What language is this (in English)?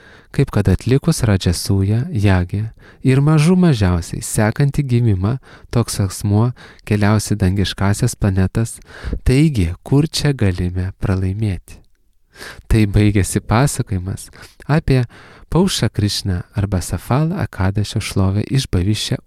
Lithuanian